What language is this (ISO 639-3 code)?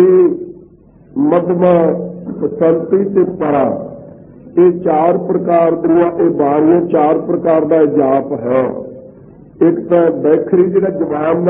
pan